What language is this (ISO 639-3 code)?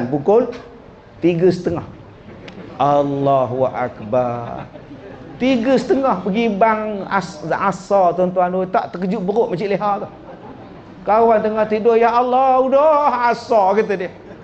msa